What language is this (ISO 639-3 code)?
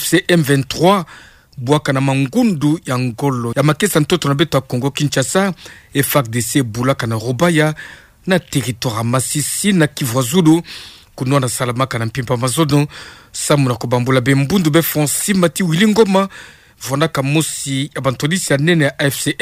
ktu